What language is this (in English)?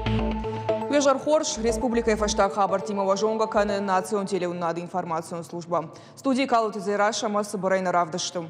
Ossetic